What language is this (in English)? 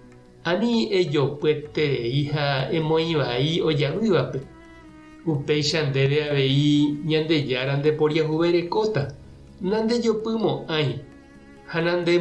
Guarani